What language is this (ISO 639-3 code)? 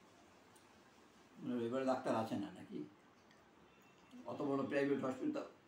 ben